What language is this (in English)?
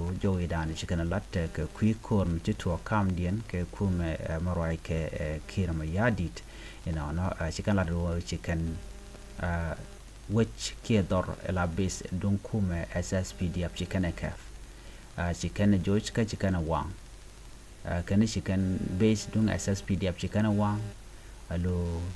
Nuer